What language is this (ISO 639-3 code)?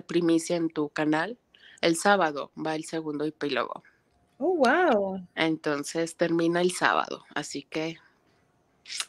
spa